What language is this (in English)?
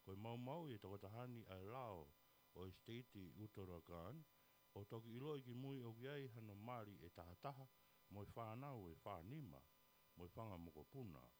Tongan